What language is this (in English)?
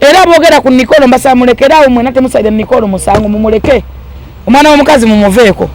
Ganda